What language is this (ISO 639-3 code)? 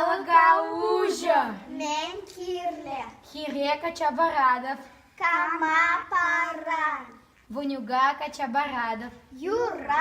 chv